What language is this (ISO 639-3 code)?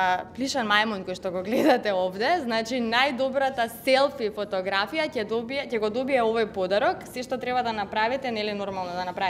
mkd